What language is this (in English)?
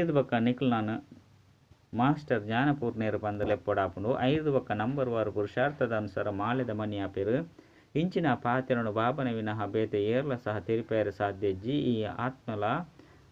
Tulu